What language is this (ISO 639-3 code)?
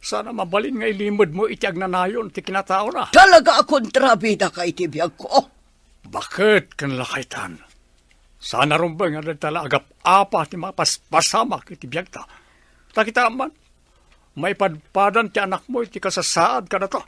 ilo